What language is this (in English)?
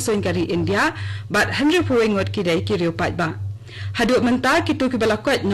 Khasi